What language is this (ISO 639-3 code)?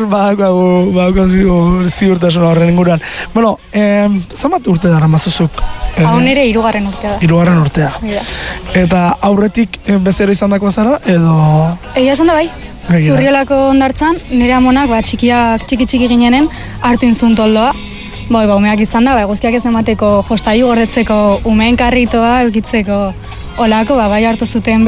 eus